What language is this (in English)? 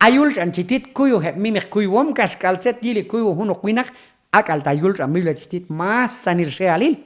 Q'anjob'al